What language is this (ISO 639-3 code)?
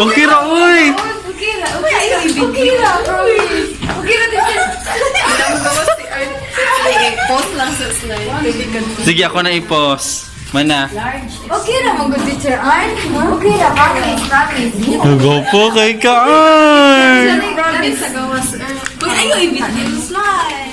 ceb